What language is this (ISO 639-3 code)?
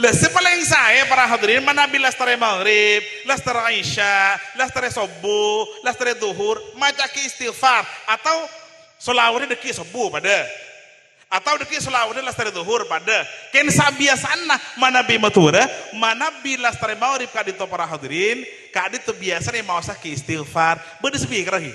mad